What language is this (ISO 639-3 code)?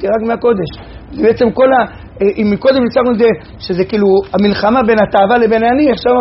heb